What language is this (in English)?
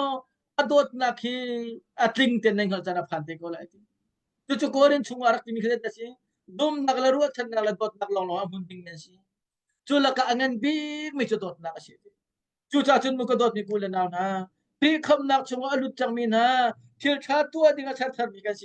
Hakha Chin